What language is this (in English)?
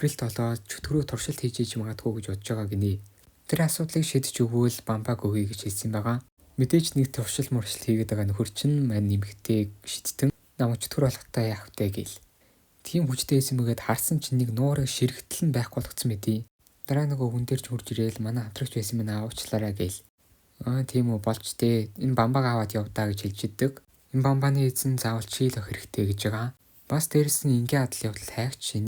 Mongolian